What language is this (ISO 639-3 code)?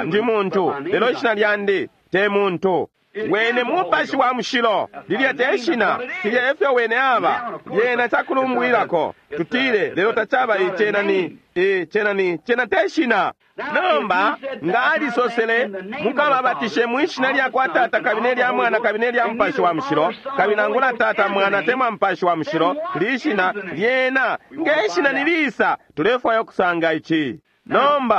bem